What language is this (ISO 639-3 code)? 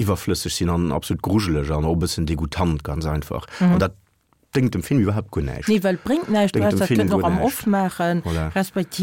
ltz